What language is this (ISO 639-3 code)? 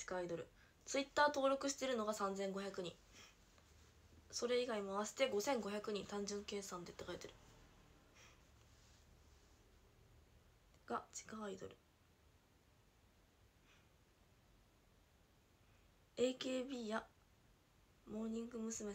jpn